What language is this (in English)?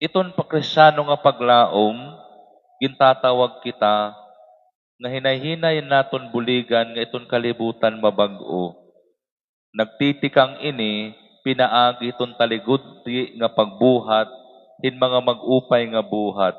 Waray